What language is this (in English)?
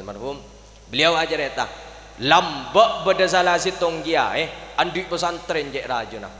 Madurese